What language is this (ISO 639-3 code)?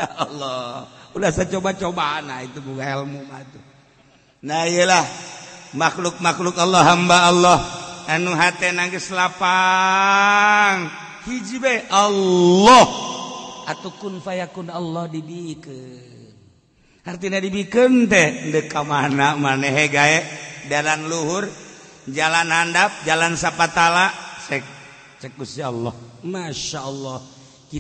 sun